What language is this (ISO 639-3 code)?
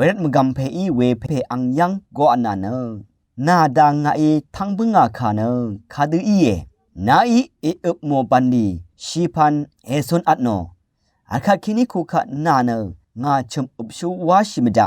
raw